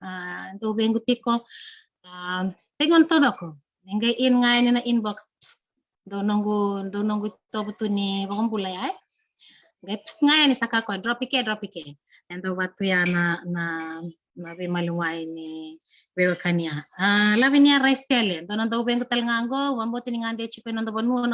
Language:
Fijian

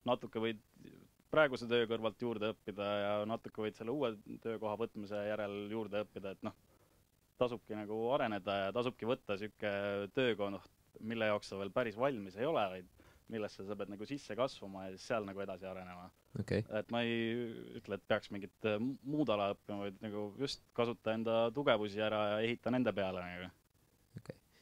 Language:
Estonian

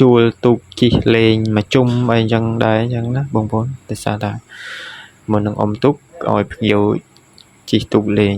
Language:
Khmer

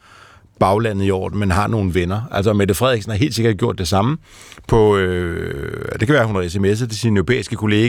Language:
Danish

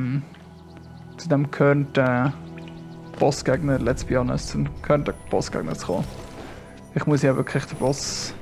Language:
Swiss German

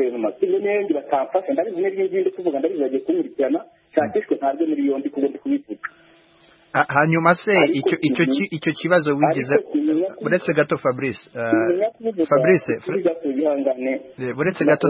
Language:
Kinyarwanda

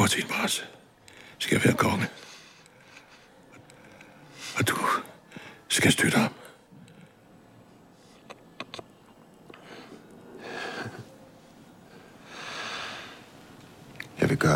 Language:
Danish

